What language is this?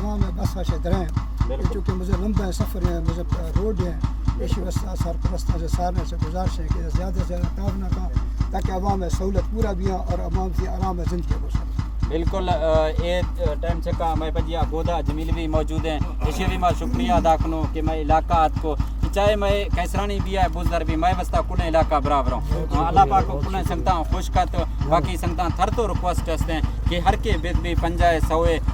Baluchi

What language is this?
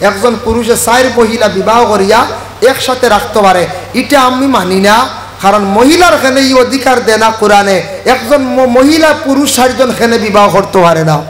Sylheti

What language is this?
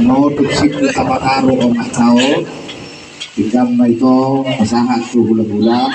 Batak Toba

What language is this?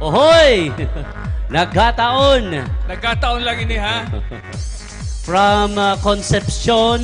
Bikol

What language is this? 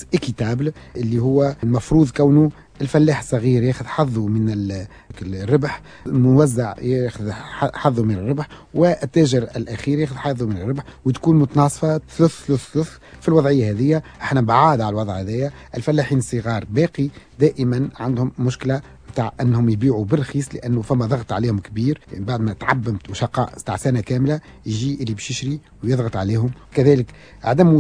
Tunisian Arabic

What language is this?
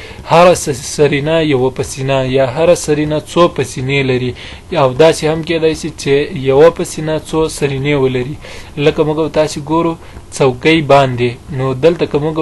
Pashto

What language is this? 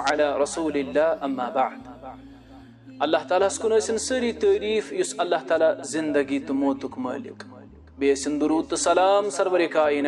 Kashmiri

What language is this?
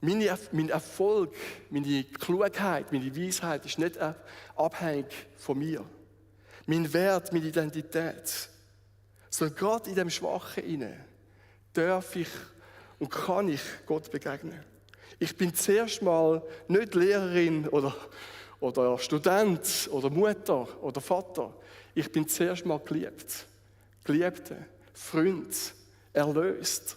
Swiss German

